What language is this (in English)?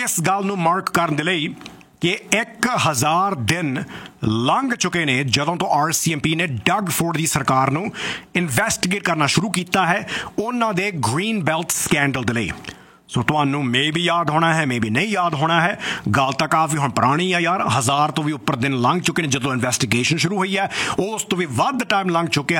Punjabi